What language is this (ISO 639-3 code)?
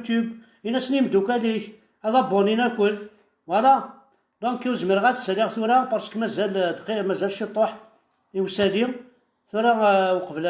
kab